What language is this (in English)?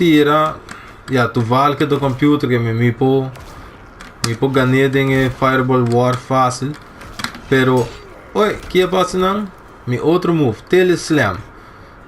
Papiamento